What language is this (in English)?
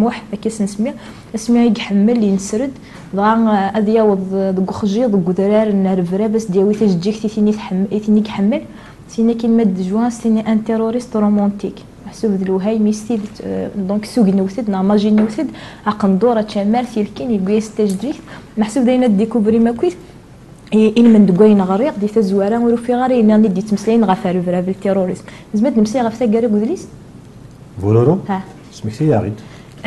Kabyle